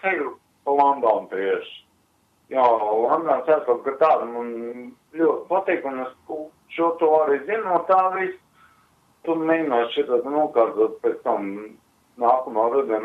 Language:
Latvian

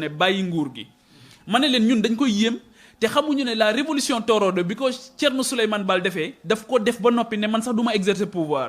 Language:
Wolof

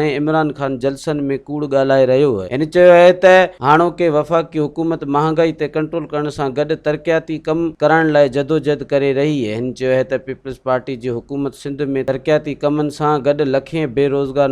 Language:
Sindhi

